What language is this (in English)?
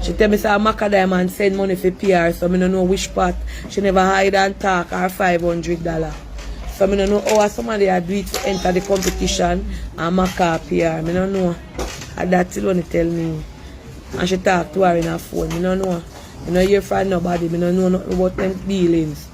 Jamaican Creole English